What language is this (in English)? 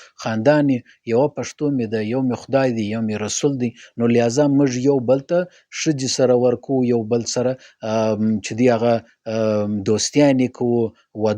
Pashto